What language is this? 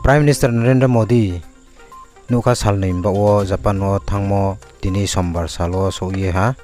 Riang (India)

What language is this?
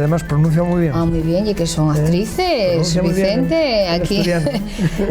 Asturian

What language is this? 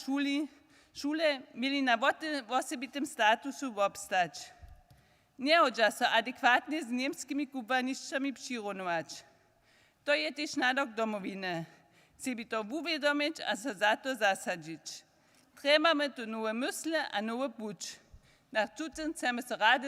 Upper Sorbian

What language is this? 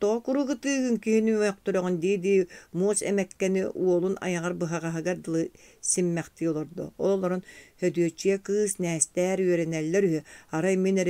Yakut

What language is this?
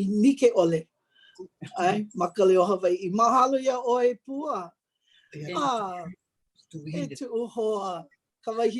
Hawaiian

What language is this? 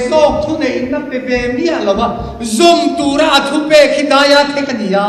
Mizo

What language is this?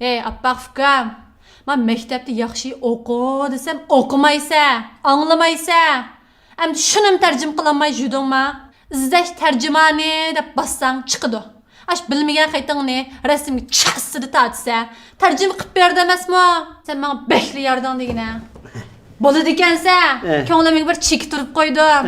Uyghur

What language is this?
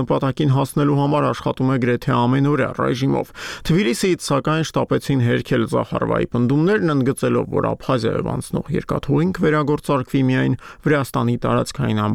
Armenian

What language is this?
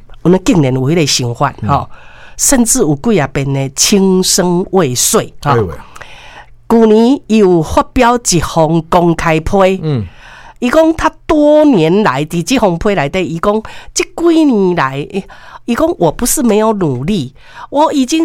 Min Nan Chinese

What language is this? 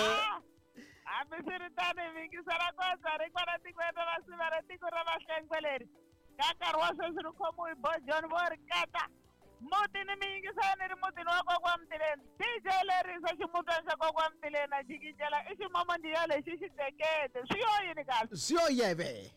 Tsonga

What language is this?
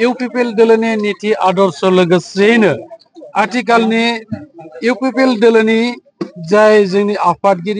Bodo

